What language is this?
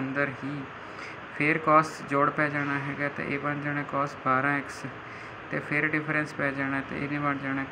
Punjabi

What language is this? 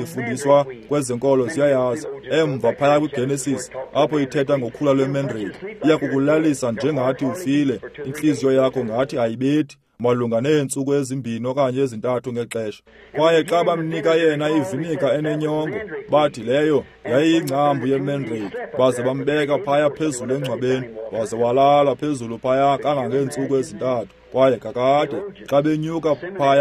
Xhosa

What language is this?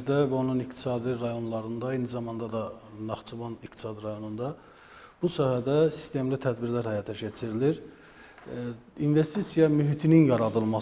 Azerbaijani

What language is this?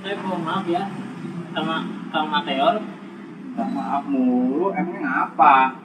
Betawi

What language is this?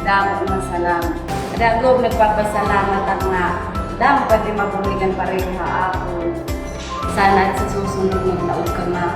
Waray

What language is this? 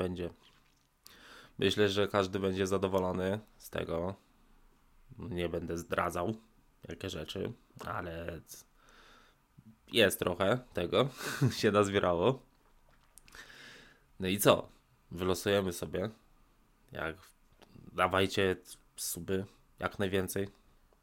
Polish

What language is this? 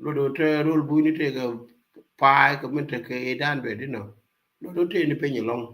Nuer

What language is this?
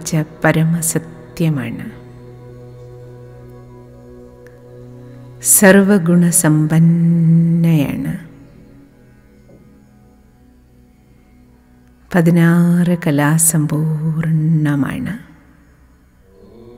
Malayalam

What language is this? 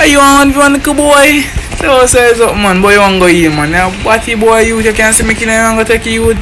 Jamaican Creole English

